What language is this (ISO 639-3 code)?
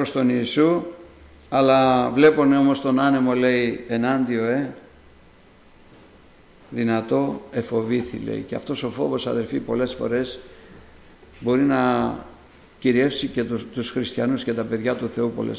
ell